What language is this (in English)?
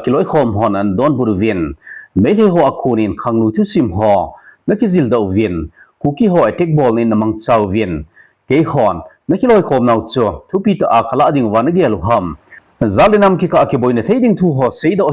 Thado Chin